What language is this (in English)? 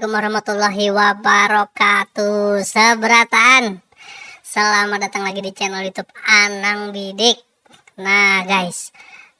Banjar